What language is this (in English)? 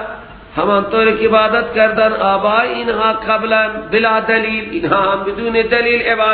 Persian